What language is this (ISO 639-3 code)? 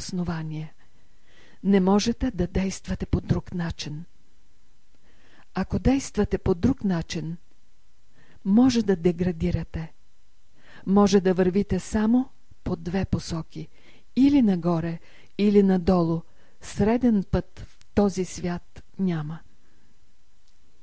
bul